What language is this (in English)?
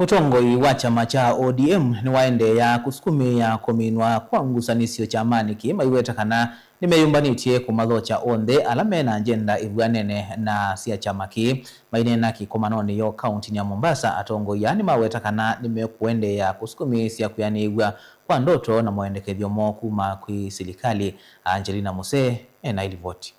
Kamba